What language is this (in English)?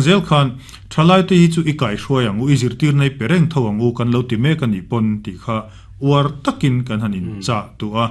Mizo